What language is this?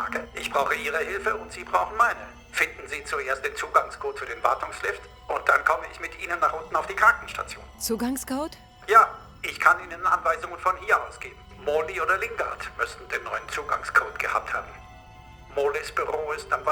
Bavarian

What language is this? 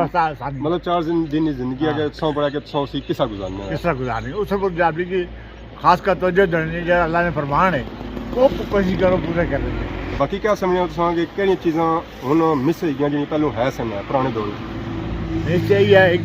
Pahari-Potwari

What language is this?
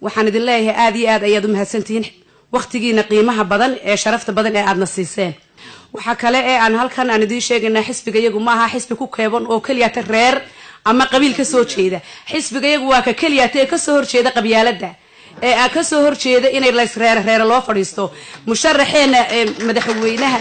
Somali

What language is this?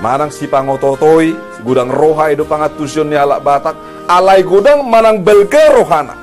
Batak Toba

